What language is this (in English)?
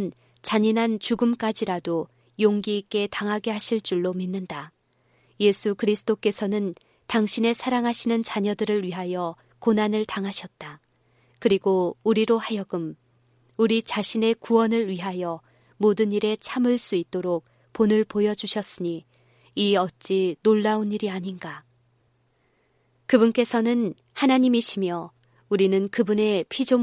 Korean